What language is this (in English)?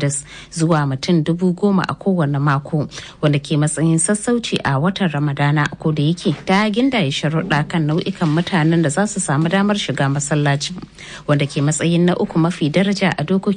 Hausa